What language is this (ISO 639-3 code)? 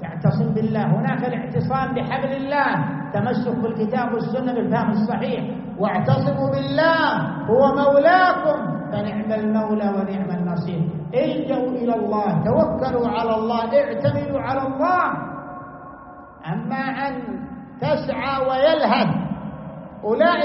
ara